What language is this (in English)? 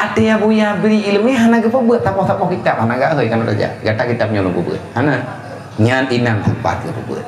Achinese